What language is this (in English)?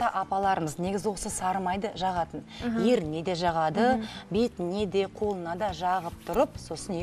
Kazakh